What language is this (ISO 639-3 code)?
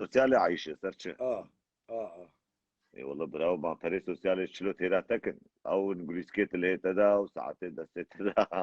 kur